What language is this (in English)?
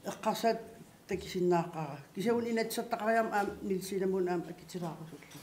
Kalaallisut